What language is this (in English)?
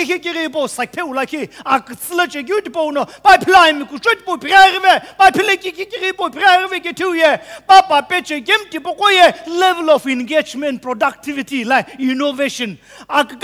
Sumi Naga